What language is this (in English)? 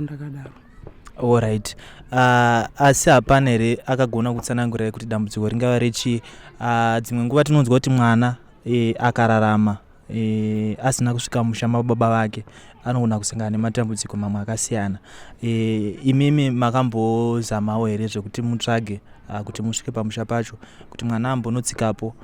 Shona